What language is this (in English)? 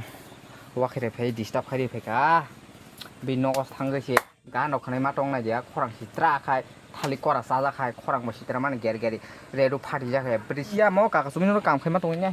Kok Borok